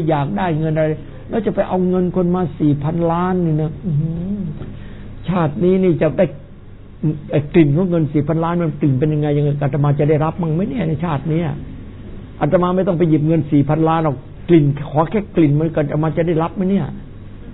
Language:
Thai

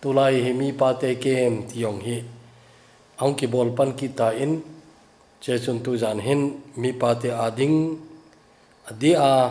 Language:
Thado Chin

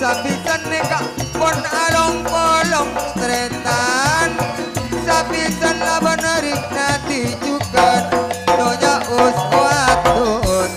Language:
Madurese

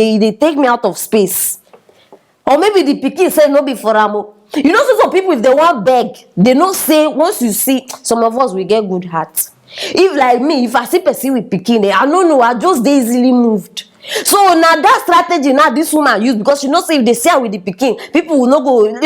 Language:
Nigerian Pidgin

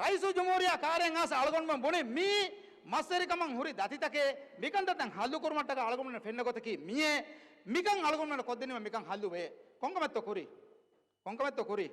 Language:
Divehi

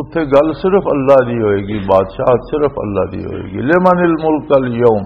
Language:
Western Panjabi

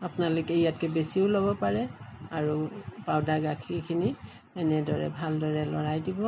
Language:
Assamese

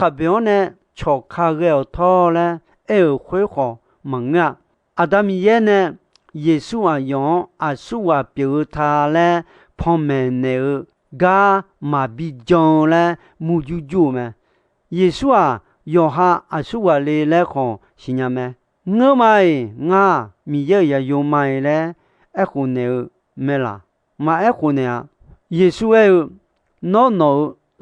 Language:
Akha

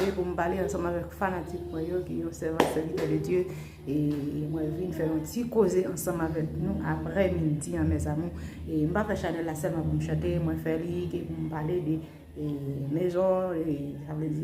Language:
Haitian Creole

